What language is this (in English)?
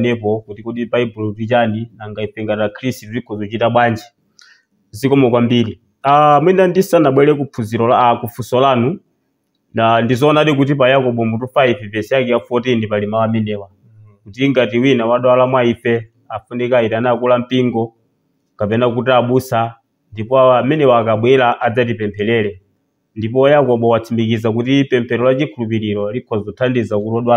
Nyanja